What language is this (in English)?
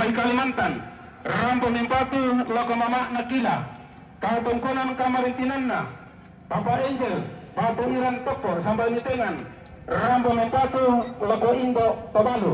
Toraja-Sa'dan